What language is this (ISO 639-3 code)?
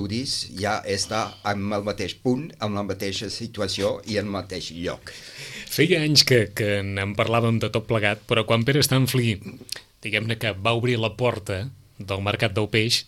cat